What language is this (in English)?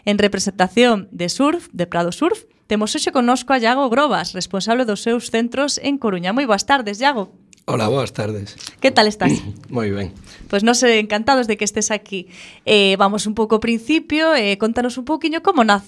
Galician